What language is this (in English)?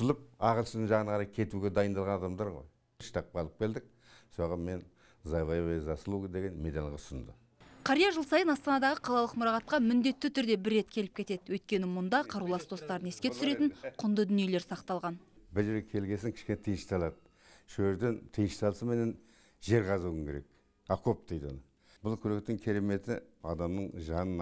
Kazakh